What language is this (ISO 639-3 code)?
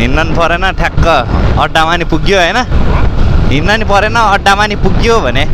nep